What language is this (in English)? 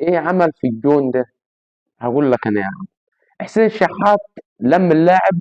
Egyptian Arabic